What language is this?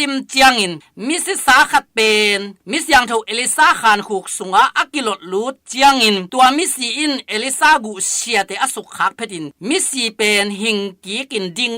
Tedim Chin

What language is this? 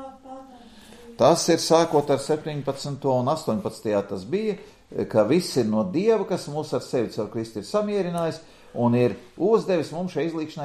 Latvian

